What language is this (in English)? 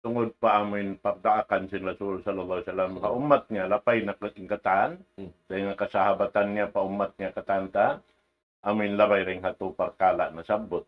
Tausug